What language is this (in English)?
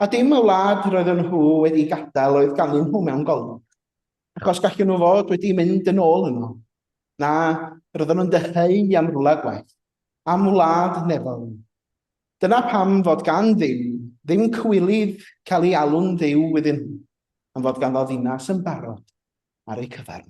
Welsh